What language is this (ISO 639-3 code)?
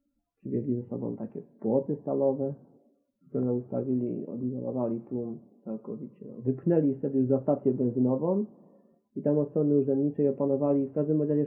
pol